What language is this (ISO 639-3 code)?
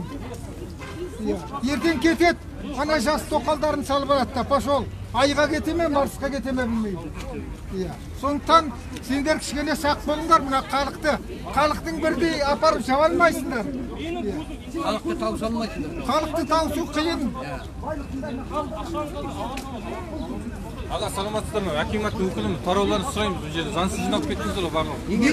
kaz